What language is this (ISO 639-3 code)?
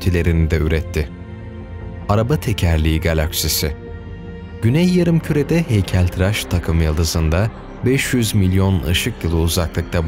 tur